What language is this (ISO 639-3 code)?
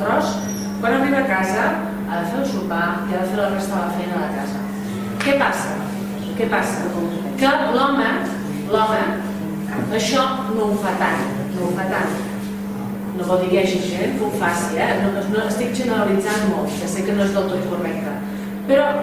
cat